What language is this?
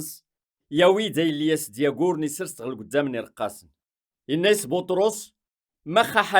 Kabyle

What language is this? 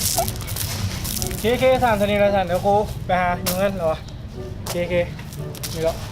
Lao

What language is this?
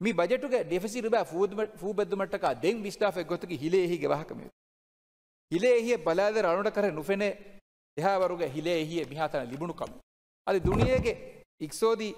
Divehi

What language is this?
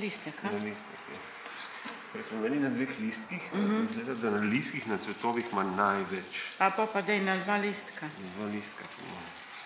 Slovenian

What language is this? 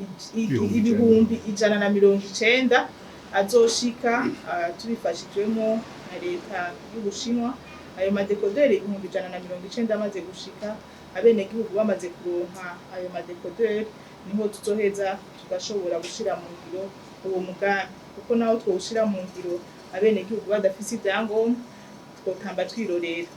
Rundi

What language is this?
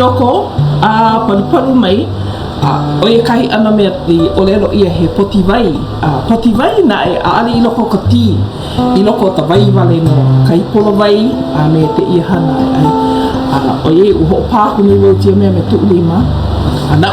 Hawaiian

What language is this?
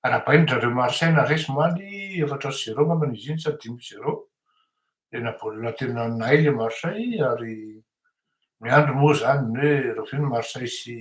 Malagasy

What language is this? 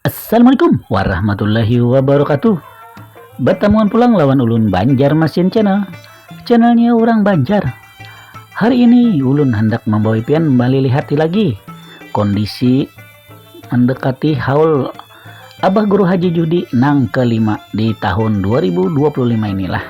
Banjar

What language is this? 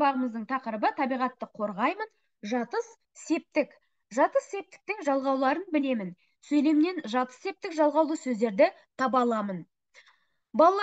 Kazakh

